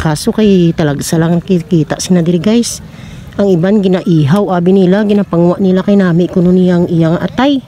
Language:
Hiligaynon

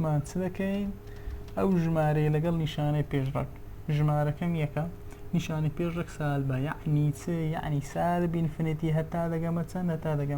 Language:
Central Kurdish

